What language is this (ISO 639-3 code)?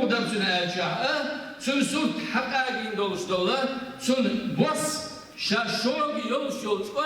che